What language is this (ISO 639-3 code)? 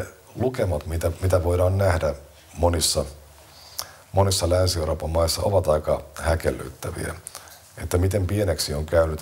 fin